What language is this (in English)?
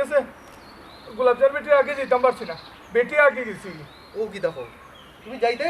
Sylheti